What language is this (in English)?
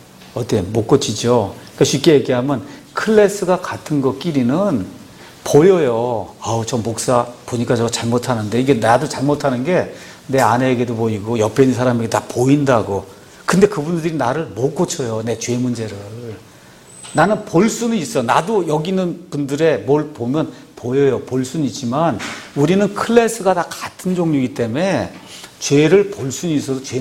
Korean